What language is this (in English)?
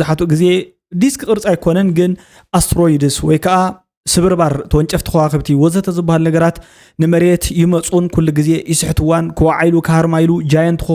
Tigrinya